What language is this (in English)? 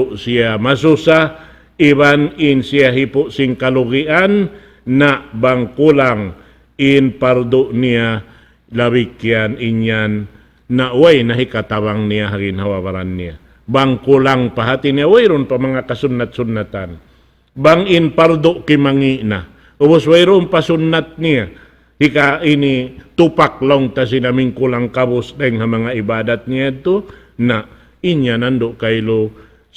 Tausug